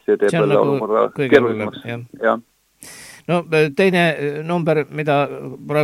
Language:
Estonian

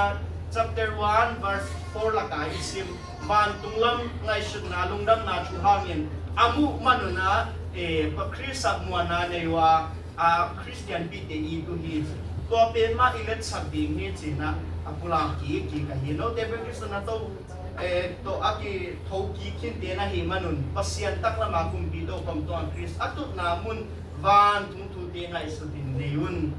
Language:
Tedim Chin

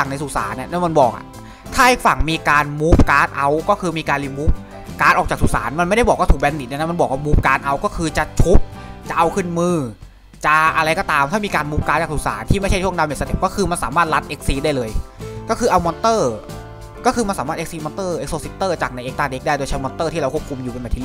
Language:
Thai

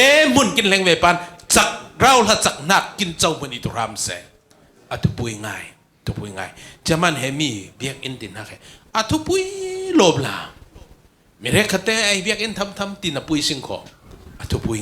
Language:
Falam Chin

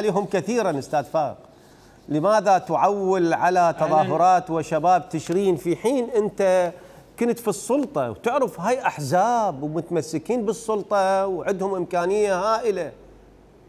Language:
Mesopotamian Arabic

